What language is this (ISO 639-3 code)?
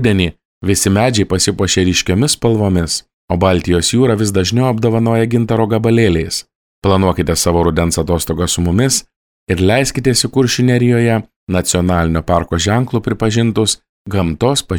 lit